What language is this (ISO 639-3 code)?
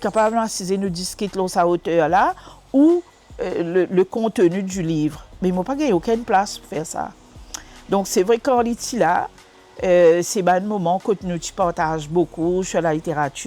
mfe